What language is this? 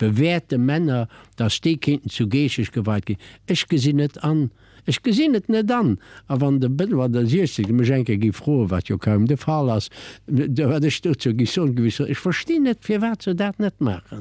Luxembourgish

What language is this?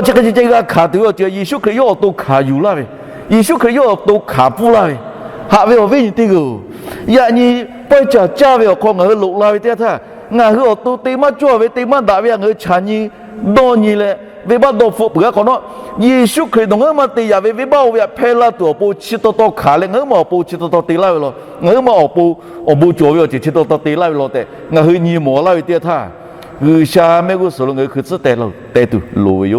Lahu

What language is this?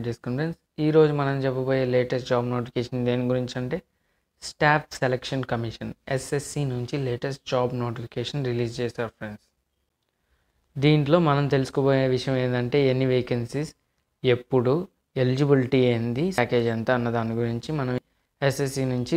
Telugu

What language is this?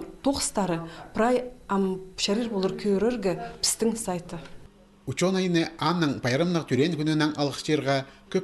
Khakas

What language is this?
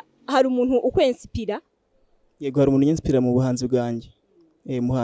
Kinyarwanda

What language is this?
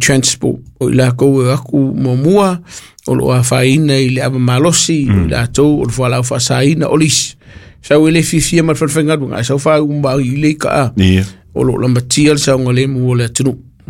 Samoan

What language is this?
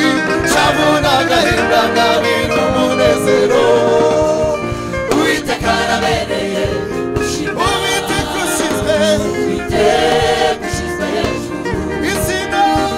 Kinyarwanda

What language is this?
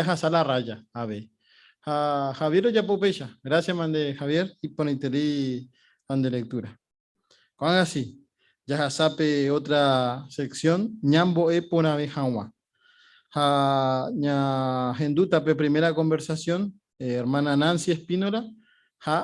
Guarani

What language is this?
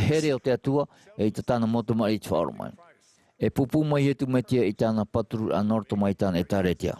Tahitian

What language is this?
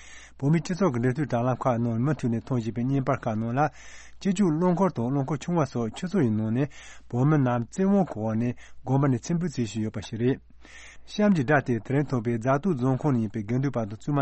Tibetan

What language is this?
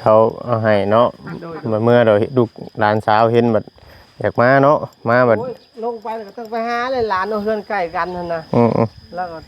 Northeastern Thai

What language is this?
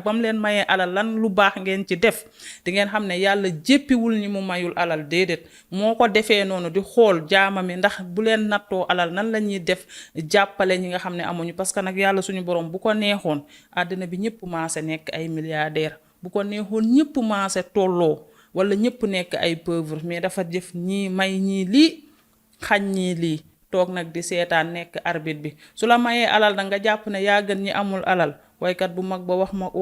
Wolof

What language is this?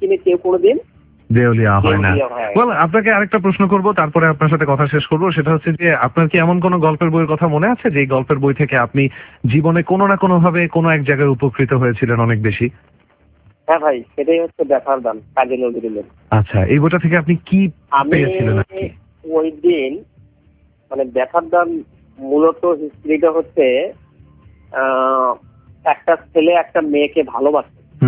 Bangla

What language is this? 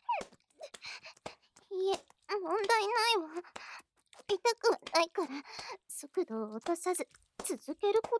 Japanese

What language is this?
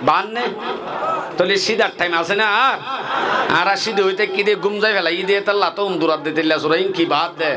Rohingya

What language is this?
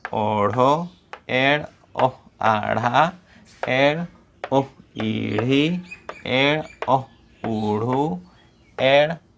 Santali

